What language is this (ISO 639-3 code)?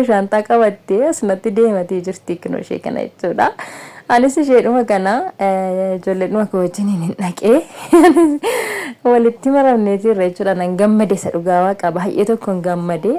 orm